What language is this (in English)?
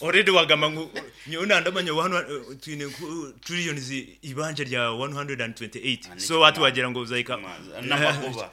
Nyankole